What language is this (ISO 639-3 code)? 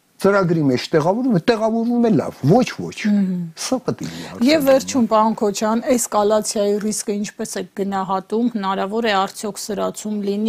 hye